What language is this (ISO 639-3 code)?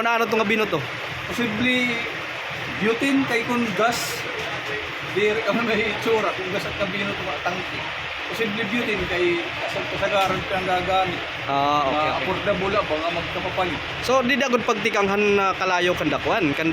war